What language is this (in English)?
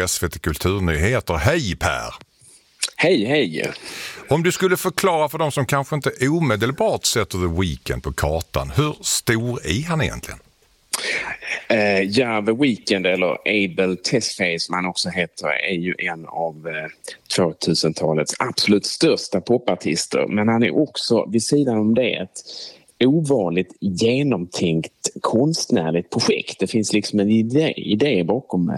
Swedish